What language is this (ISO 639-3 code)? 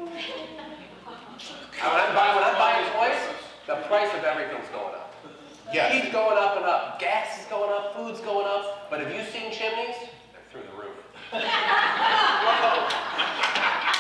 eng